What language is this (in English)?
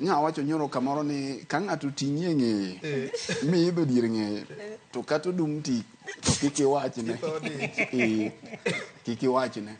Luo (Kenya and Tanzania)